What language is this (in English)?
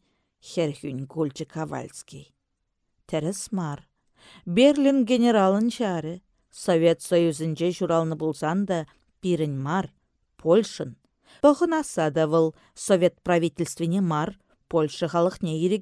Chuvash